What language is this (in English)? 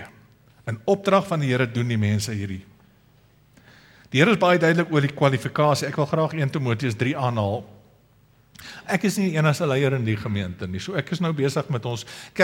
Afrikaans